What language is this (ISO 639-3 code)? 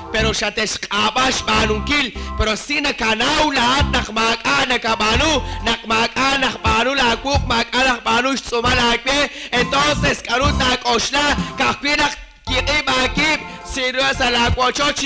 kek